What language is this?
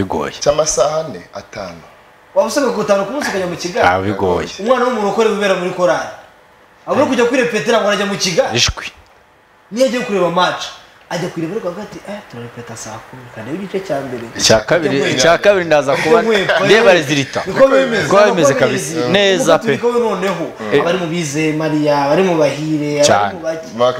Kinyarwanda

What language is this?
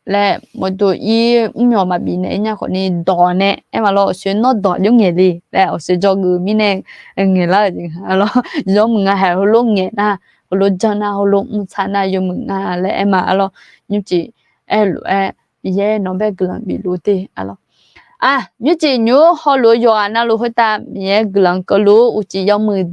Akha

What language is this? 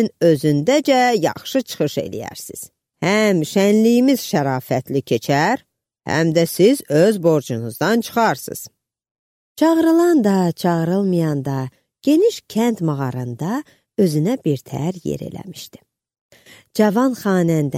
Azerbaijani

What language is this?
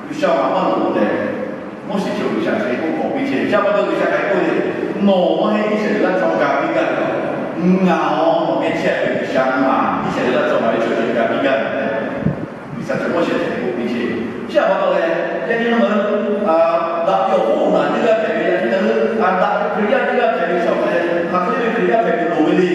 Lahu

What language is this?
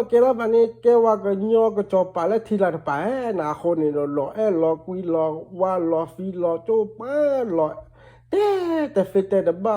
S'gaw Karen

